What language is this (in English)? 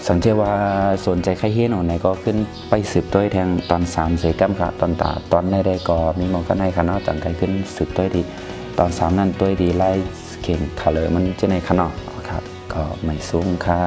Shan